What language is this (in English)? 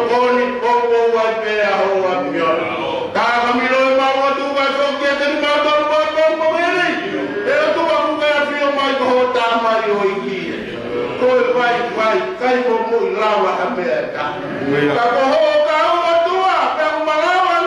Tongan